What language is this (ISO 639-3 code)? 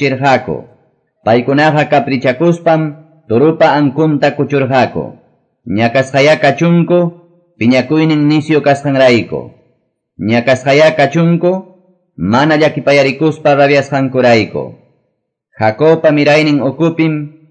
que